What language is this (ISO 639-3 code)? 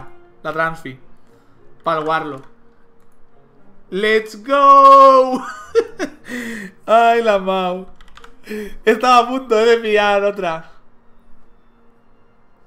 spa